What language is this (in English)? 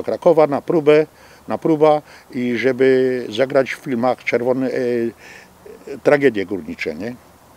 Silesian